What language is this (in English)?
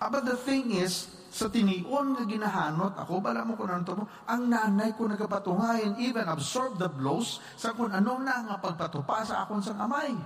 Hiligaynon